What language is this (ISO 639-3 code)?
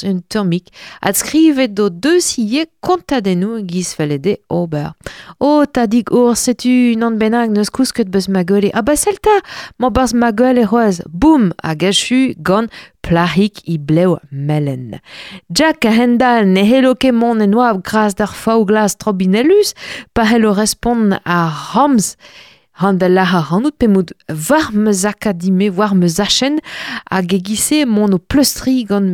bre